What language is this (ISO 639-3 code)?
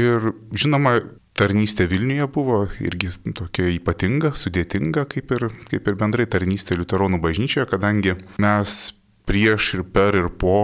lit